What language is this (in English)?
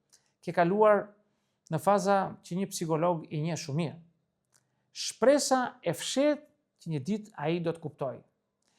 Albanian